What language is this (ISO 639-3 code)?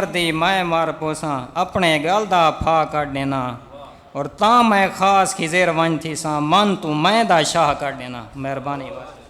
skr